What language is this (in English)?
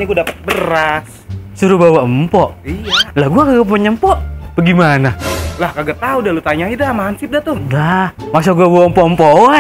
Betawi